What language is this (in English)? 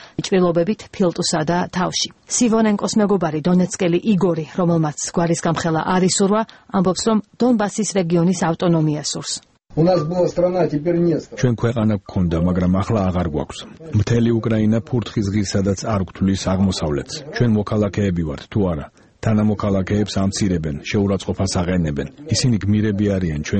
Georgian